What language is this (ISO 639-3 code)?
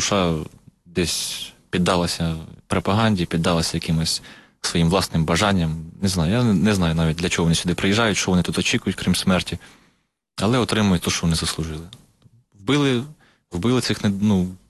ukr